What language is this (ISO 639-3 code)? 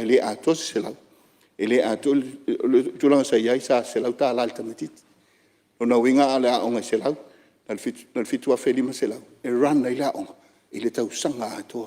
smo